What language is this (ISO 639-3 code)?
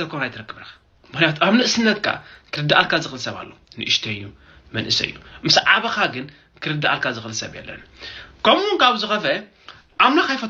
tir